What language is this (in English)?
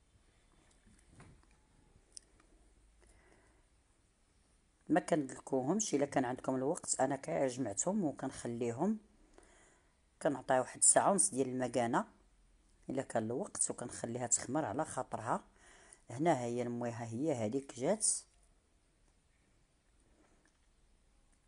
Moroccan Arabic